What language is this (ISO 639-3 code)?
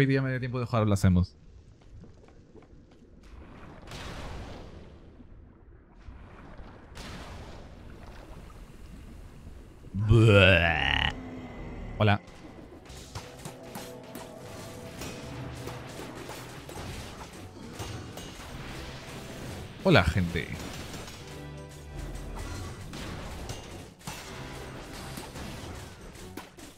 spa